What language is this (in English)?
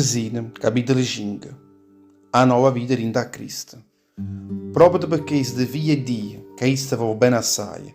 Neapolitan